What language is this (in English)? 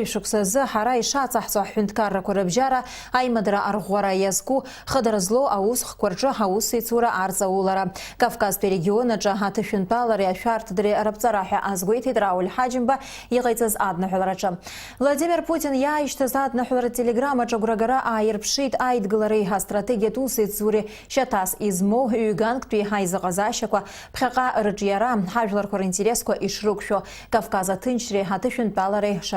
Abkhazian